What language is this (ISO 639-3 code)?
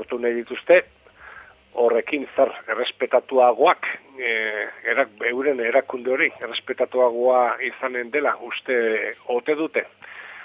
eus